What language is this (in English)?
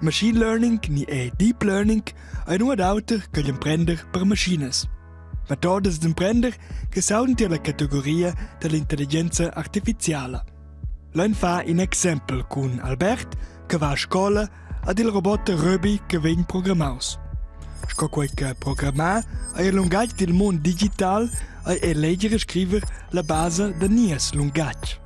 Romansh